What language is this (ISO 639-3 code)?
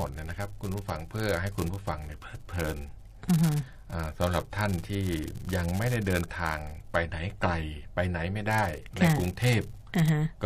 tha